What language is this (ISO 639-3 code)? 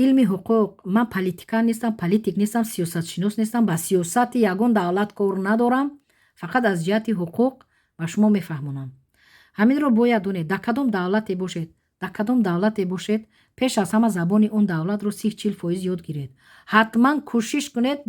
tgk